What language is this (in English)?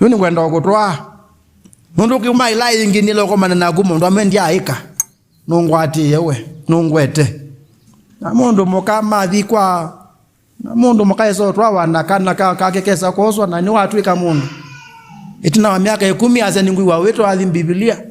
Kamba